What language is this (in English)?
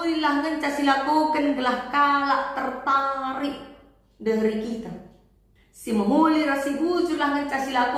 Batak Karo